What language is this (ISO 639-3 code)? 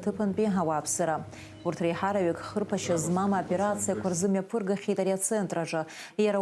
abk